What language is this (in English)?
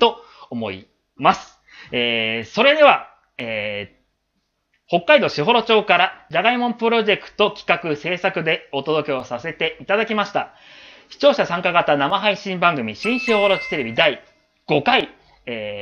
Japanese